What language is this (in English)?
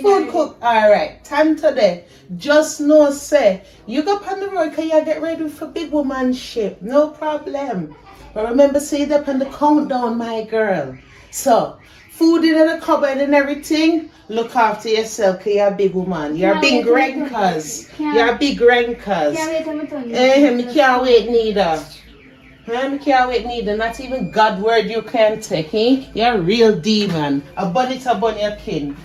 Jamaican Creole English